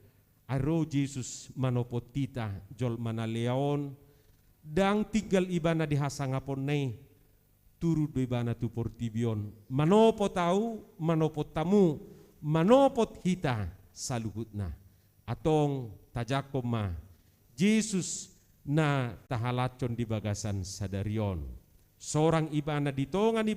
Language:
Batak Toba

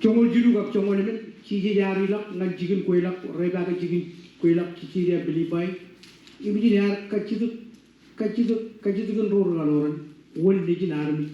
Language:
Marshallese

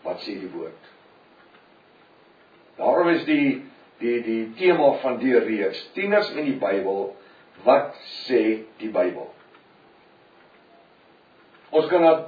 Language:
Afrikaans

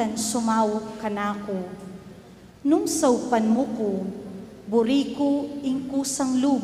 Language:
Pampanga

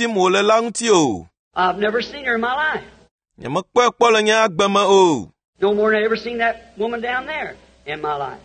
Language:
Ewe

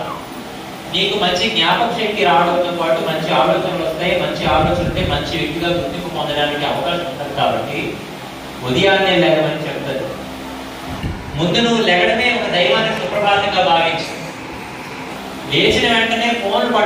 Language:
Telugu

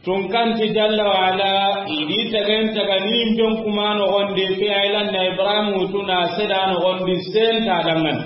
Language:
Soninke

